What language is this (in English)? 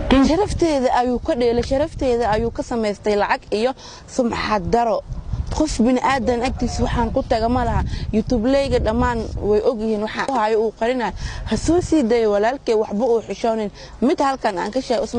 Somali